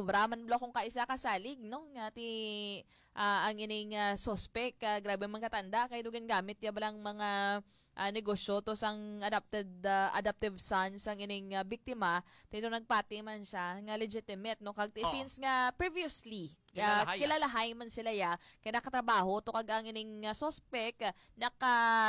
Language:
Hiligaynon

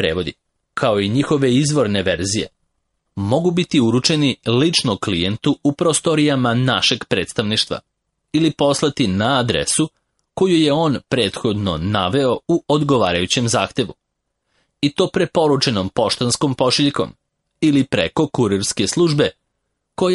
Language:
Serbian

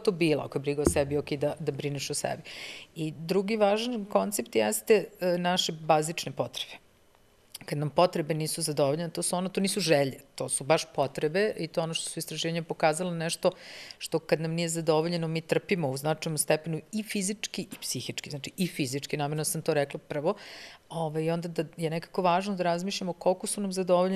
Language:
Serbian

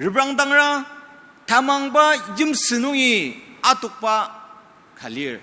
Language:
Ao Naga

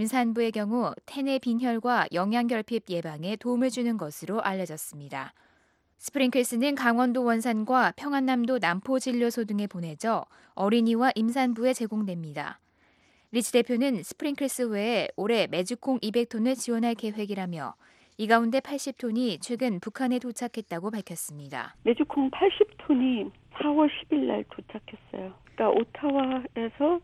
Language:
Korean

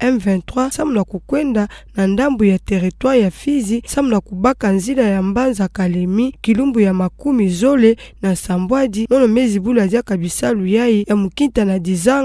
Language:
Kituba (Democratic Republic of Congo)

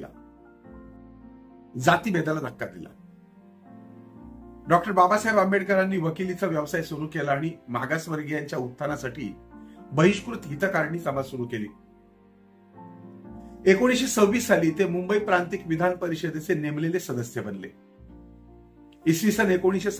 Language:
Marathi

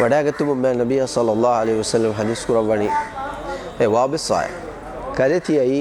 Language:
Divehi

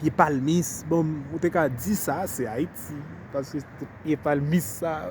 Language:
Haitian Creole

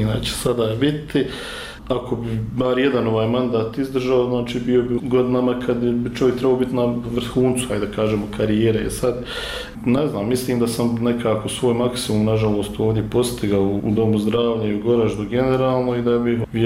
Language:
Bosnian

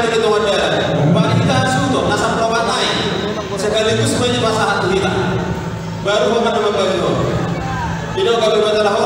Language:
Batak Toba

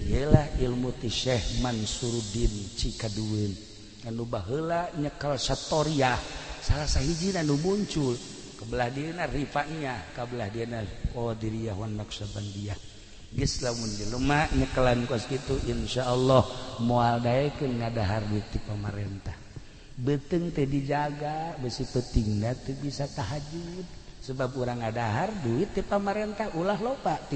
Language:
Sundanese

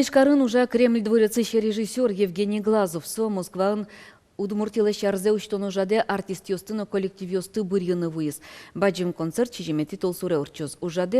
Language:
Udmurt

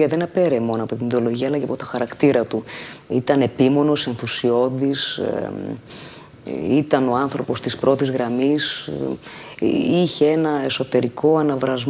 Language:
Greek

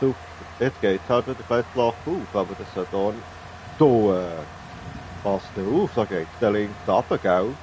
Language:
Swiss German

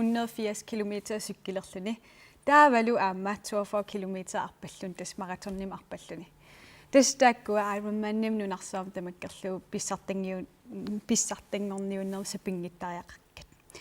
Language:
Kalaallisut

